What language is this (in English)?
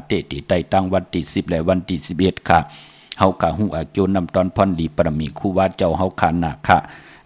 Shan